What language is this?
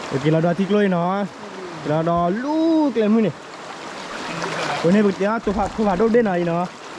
S'gaw Karen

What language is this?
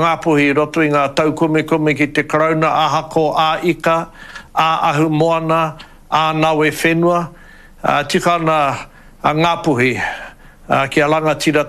Māori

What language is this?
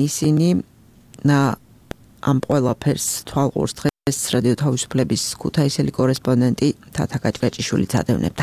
Georgian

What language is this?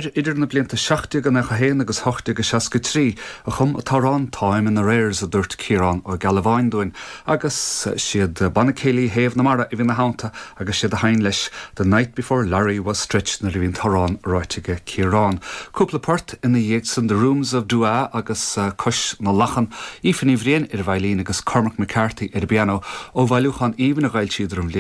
Irish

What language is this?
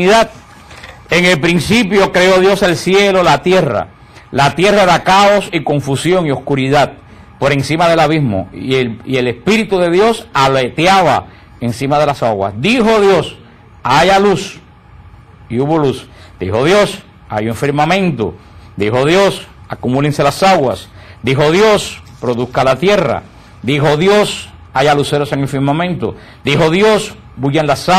Spanish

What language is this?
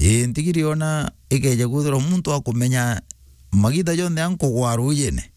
Meru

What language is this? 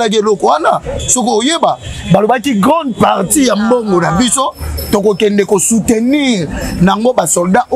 Lingala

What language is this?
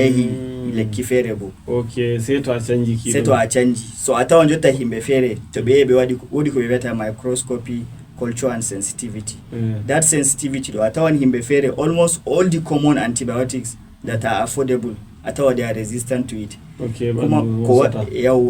Fula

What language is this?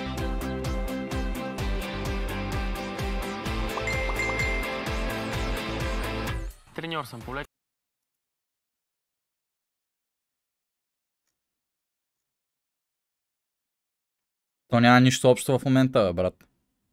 Bulgarian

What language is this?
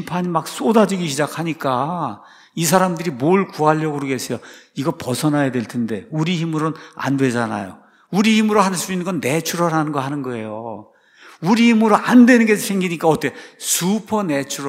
Korean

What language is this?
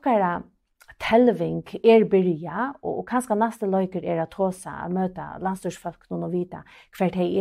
Faroese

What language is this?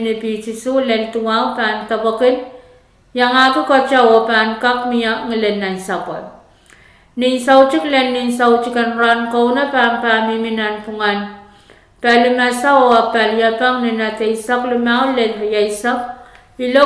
Pohnpeian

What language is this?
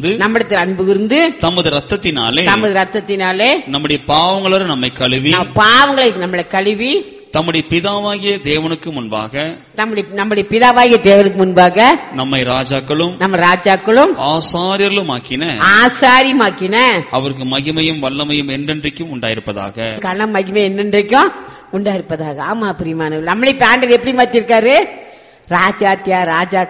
Tamil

